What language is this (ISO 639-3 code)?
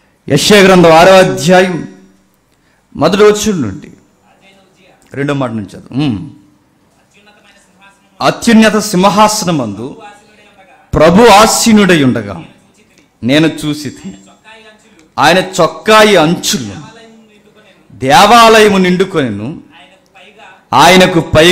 tel